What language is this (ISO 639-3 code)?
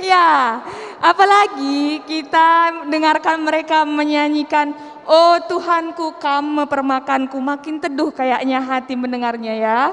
btx